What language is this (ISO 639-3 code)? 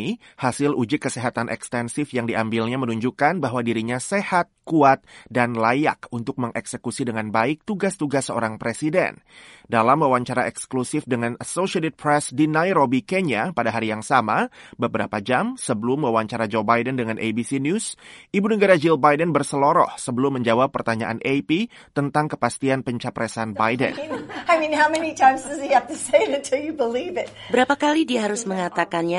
ind